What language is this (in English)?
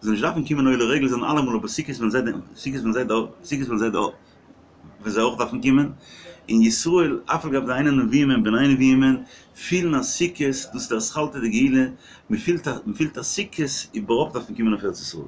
Yiddish